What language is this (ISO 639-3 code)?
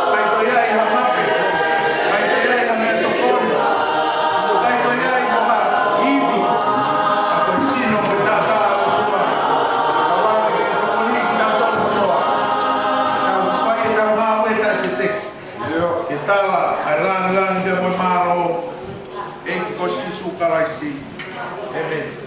ton